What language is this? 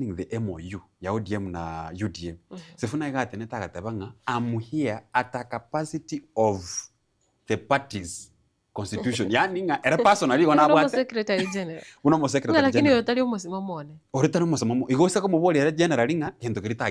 Gusii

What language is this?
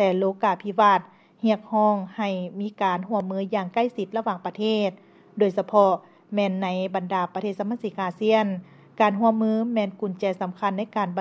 Lao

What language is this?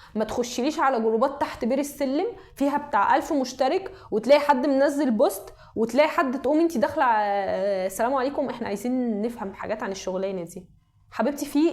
Egyptian Arabic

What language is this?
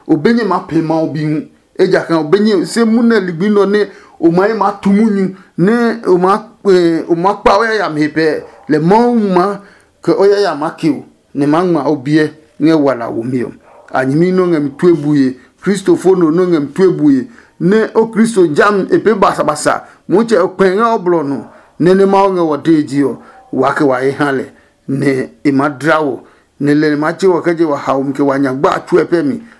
Adangme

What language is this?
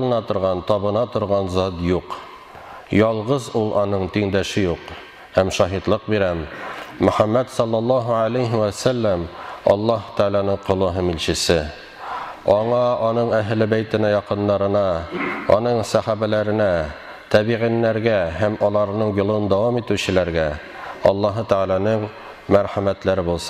Tatar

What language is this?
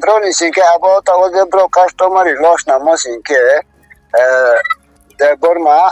Riang (India)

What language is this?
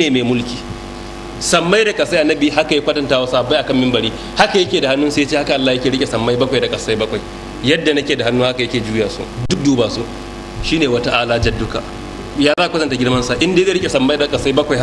Hausa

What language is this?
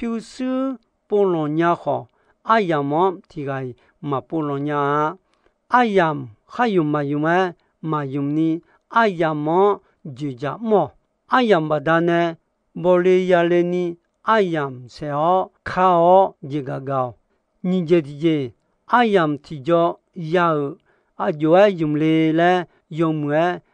Akha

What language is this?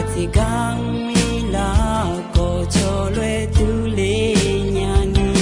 Akha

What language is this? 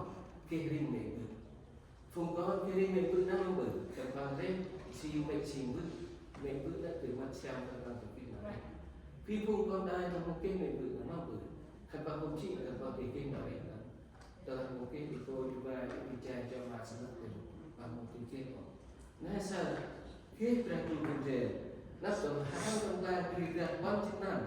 Central Mnong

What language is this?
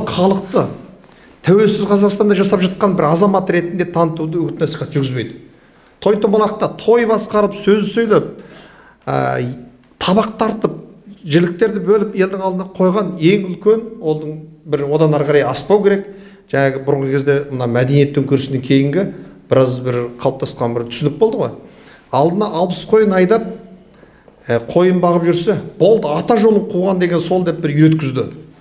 Kazakh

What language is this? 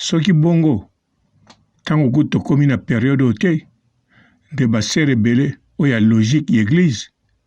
Lingala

